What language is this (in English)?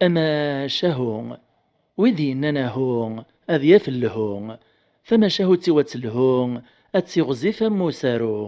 Kabyle